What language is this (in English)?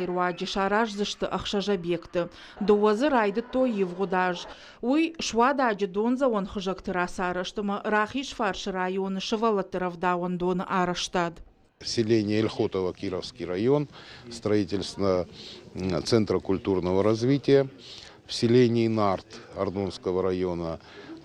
Ossetic